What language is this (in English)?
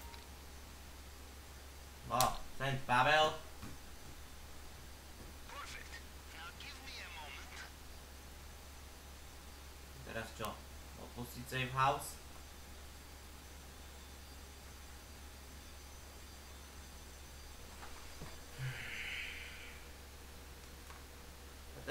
Slovak